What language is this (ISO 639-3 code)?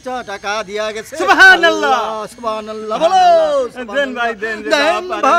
ben